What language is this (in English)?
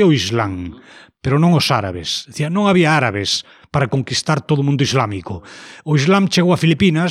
Galician